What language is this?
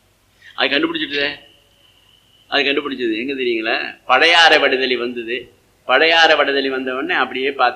Tamil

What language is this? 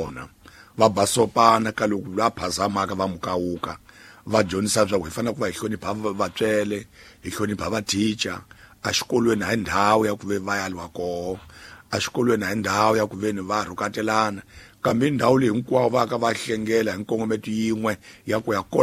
Tsonga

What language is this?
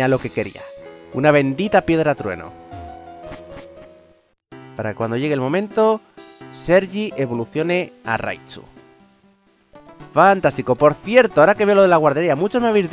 Spanish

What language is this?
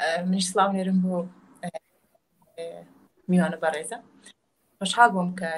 Central Kurdish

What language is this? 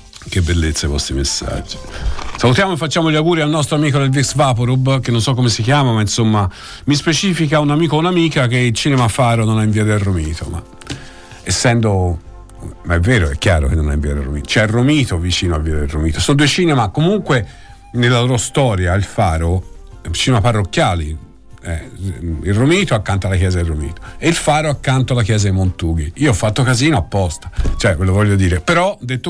Italian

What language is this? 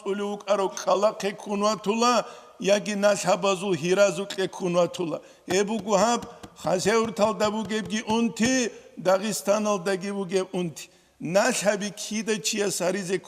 Avaric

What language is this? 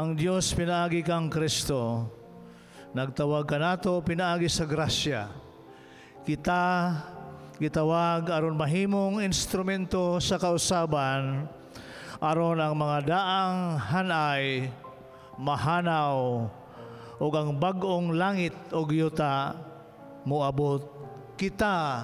Cebuano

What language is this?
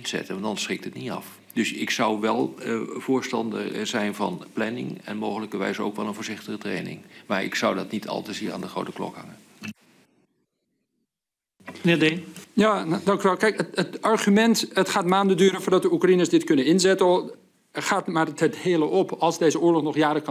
Dutch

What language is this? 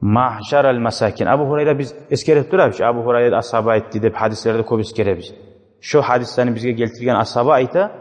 Kumyk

